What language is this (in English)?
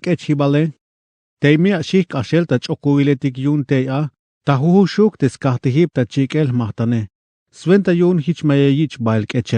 Tzeltal